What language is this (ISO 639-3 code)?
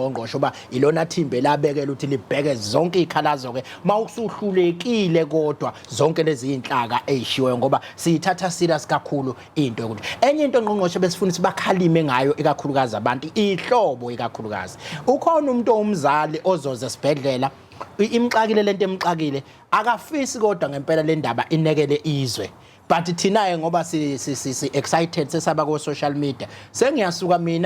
zul